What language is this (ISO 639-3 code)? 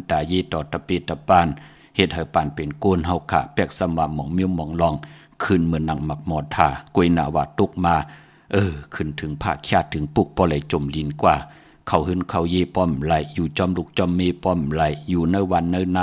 shn